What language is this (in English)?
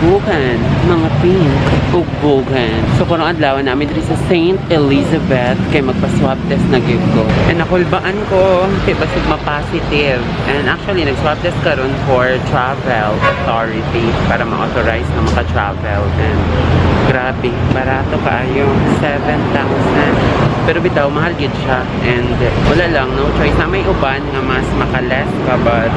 Cebuano